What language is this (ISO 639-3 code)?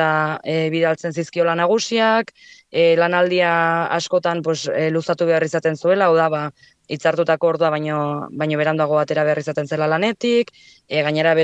eus